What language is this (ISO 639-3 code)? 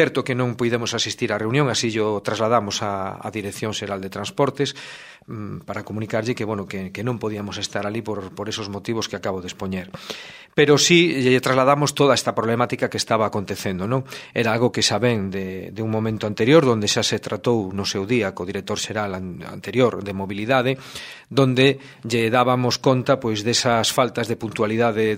glg